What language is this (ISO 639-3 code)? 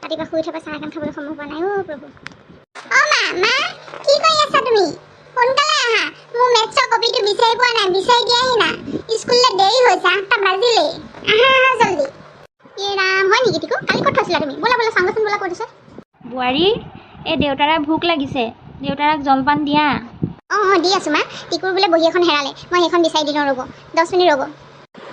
asm